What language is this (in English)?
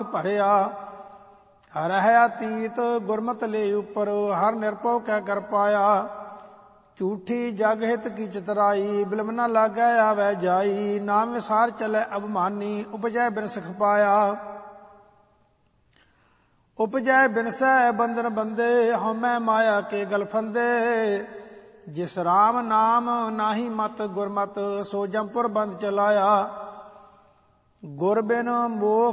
Punjabi